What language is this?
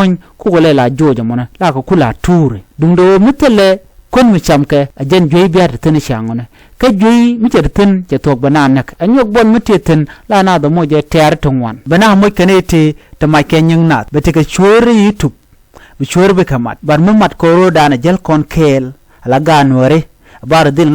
Nuer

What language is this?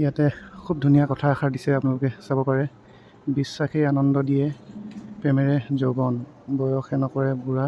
Assamese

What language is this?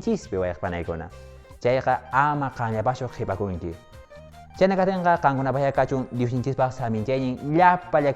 Quechua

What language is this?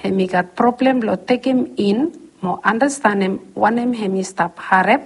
Bislama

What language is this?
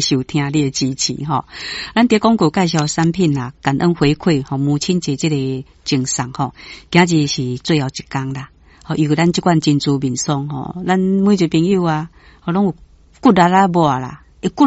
Min Nan Chinese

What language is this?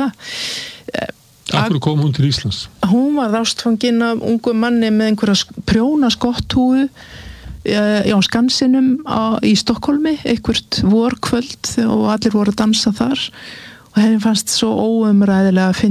Icelandic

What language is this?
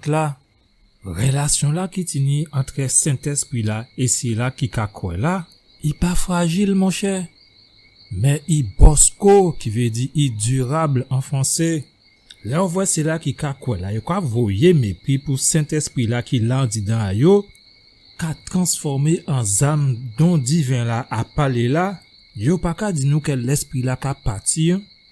Guadeloupean Creole French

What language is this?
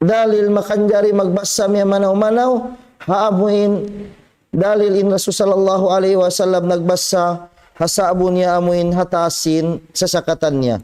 Tausug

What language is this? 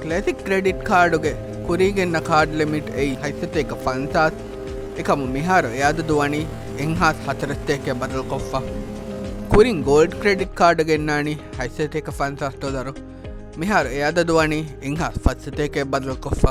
Divehi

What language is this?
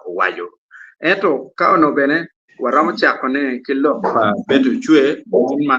Acoli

